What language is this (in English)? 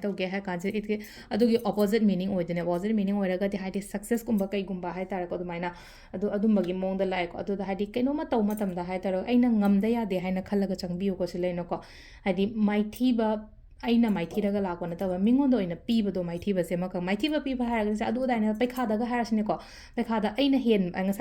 Manipuri